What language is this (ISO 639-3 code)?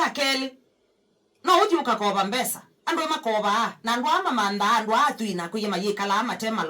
kam